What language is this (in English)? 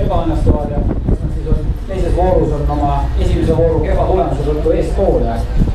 Estonian